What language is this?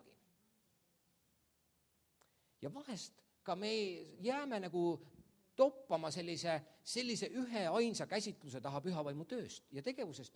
Estonian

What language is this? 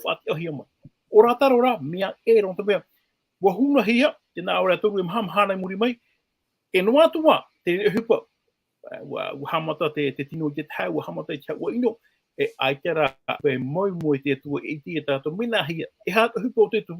Tahitian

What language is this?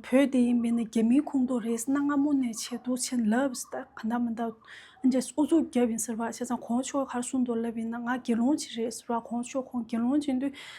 Tibetan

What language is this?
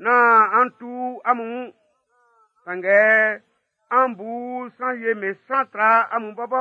Baoulé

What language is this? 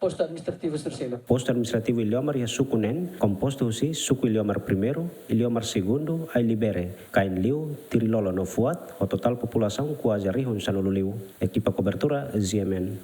Tetum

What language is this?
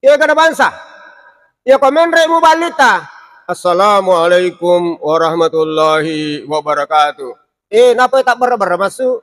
Buginese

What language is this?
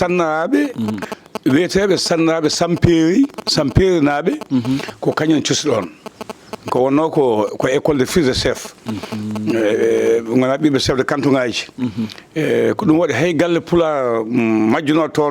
Fula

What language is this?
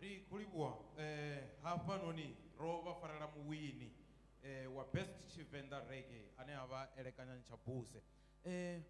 Venda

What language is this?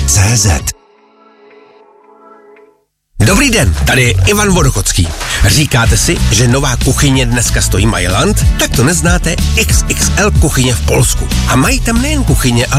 Czech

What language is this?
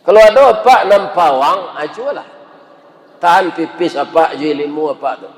Minangkabau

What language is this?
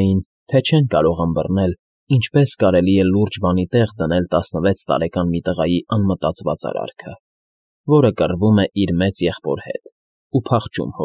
Armenian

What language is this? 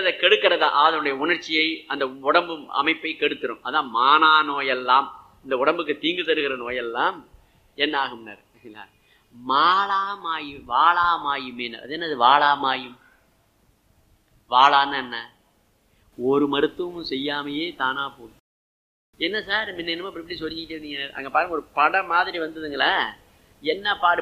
Tamil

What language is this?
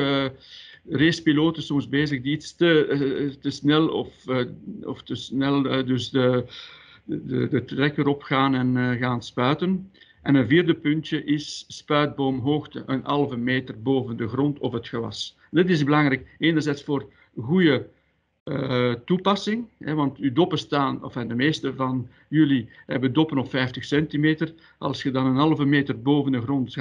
Dutch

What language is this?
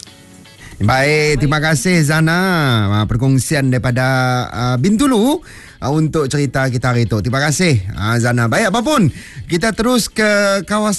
Malay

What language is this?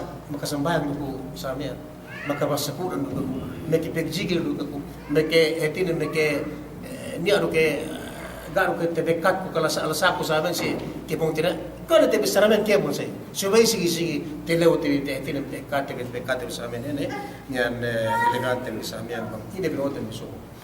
Yakan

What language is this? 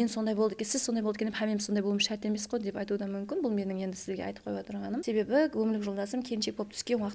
Kara-Kalpak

